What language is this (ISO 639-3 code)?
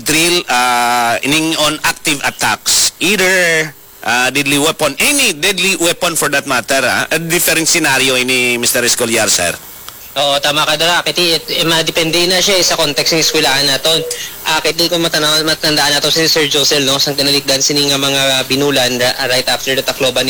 hil